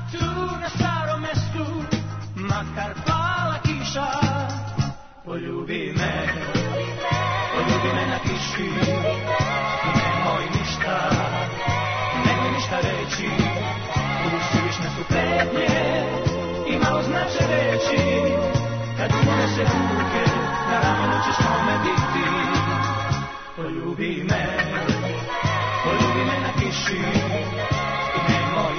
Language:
Serbian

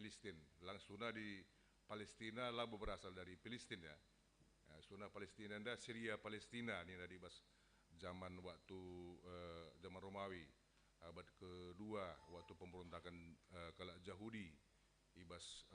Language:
Batak Karo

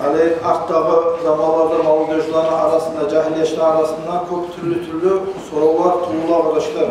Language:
Kumyk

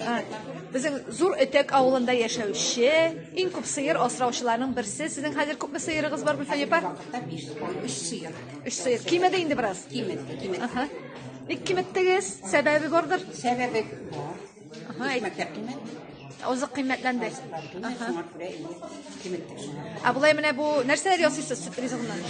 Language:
Tatar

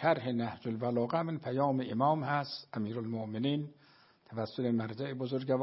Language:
Persian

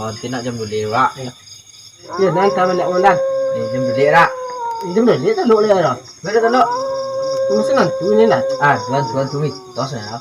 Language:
Minangkabau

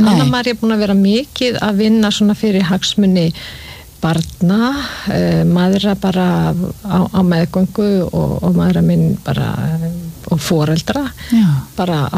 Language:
Icelandic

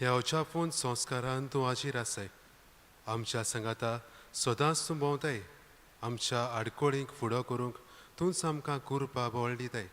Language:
Konkani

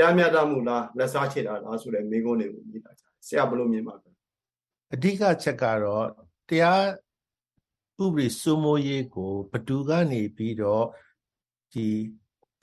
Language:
Burmese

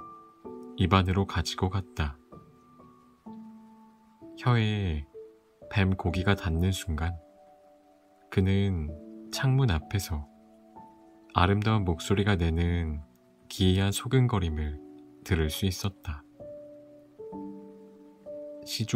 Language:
Korean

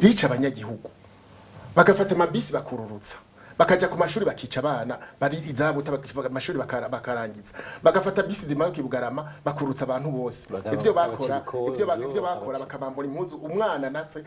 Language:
Rundi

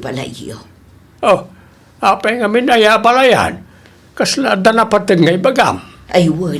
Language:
Iloko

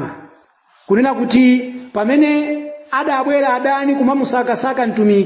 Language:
Nyanja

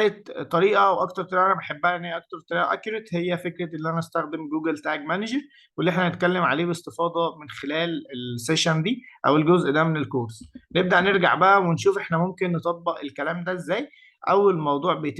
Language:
Egyptian Arabic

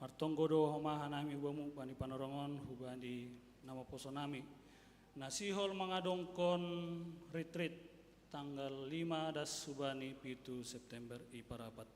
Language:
Batak Simalungun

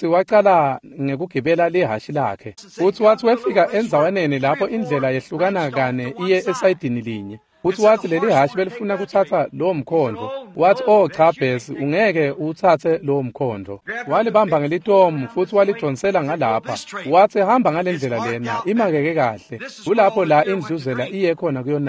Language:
Swati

